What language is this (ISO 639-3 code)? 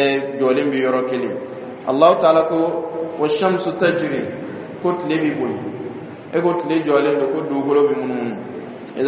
dyu